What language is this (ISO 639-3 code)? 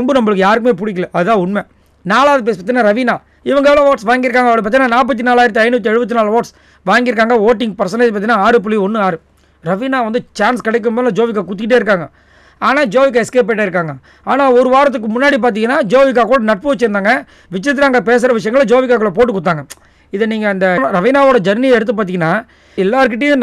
tam